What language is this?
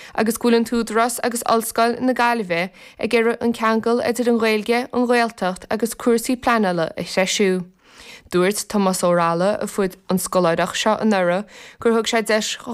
Irish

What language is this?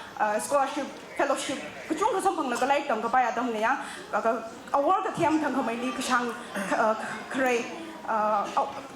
Tangkhul Naga (India)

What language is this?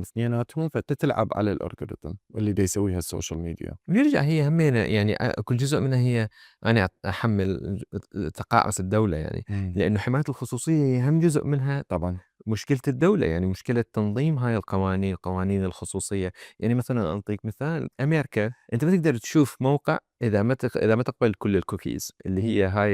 Mesopotamian Arabic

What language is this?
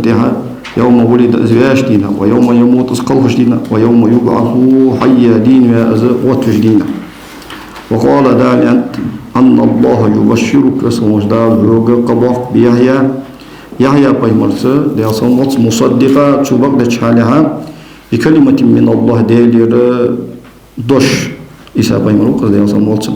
Ingush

